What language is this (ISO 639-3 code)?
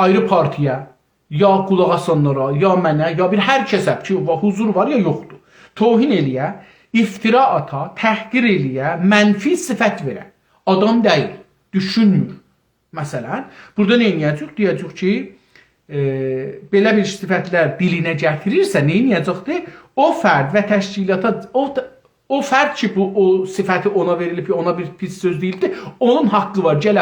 azb